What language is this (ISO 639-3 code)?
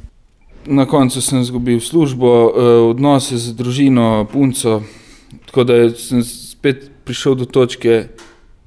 slv